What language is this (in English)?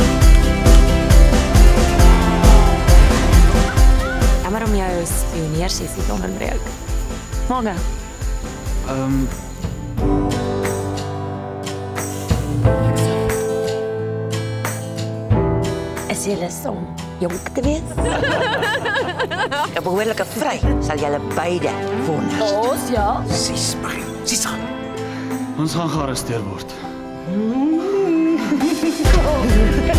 Afrikaans